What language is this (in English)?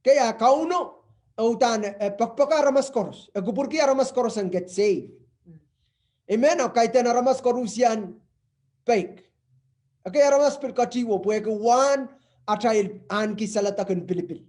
Pohnpeian